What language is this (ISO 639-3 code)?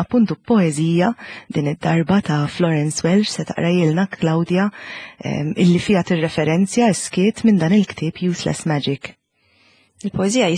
mlt